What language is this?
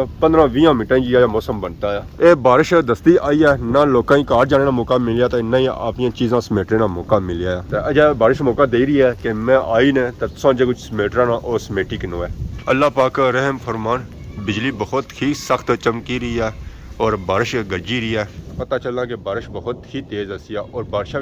Pahari-Potwari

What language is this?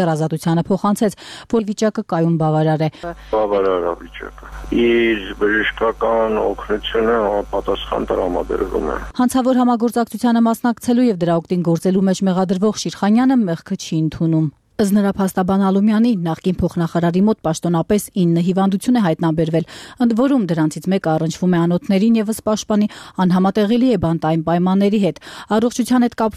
Armenian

